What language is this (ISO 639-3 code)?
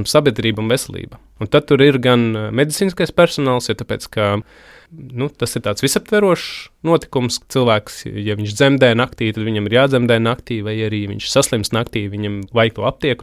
lav